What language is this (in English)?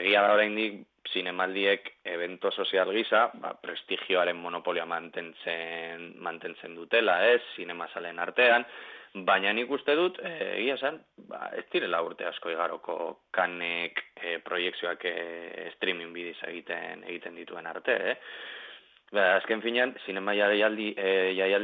Basque